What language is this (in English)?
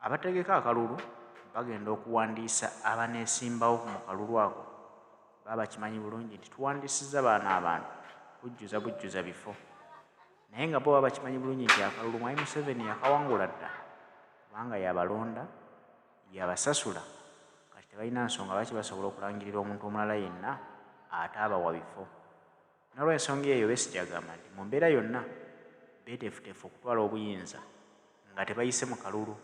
Ganda